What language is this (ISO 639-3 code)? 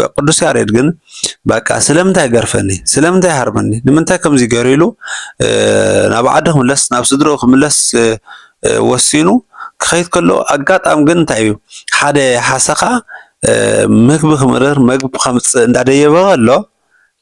tir